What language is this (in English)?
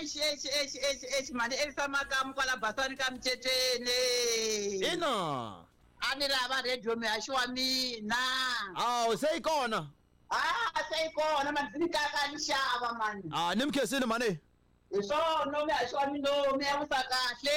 Tsonga